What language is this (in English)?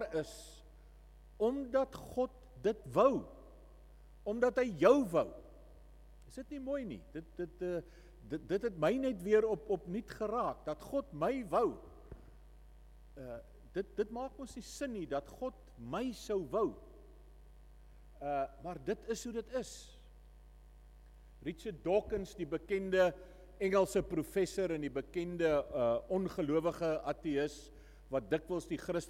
Afrikaans